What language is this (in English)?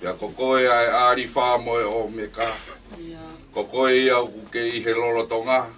Tongan